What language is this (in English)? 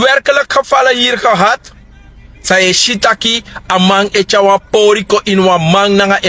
Sranan Tongo